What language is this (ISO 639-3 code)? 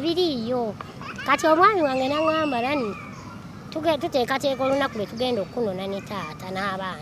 lug